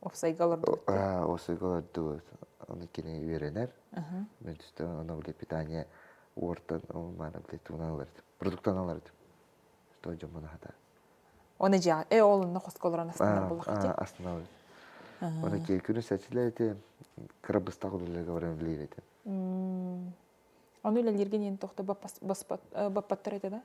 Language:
Yakut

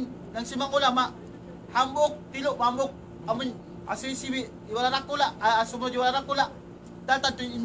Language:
Tausug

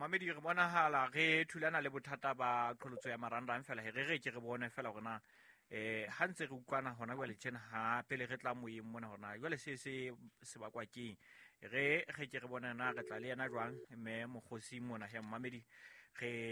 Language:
Southern Sotho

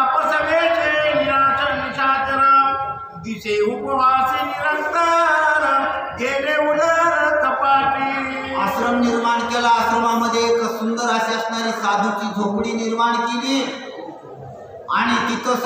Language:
Marathi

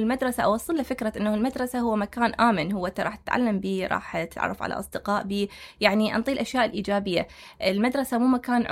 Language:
Mesopotamian Arabic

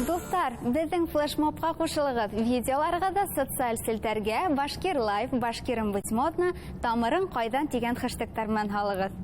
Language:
Bashkir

